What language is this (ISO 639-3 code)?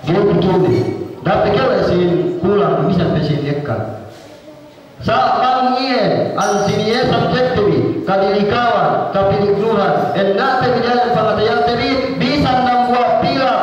yka